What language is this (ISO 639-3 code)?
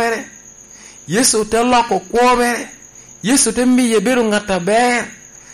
laj